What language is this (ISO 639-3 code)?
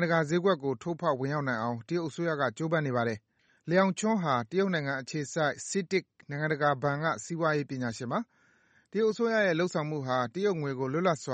mya